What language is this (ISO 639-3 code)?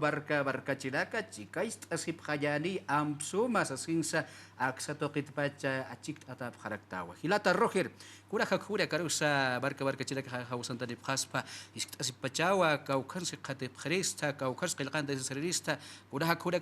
aym